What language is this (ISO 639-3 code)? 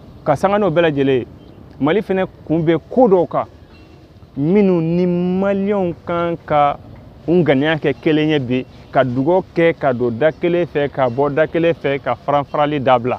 bam